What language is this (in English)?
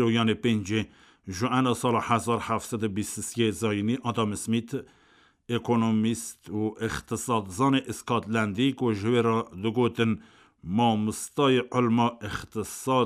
Kurdish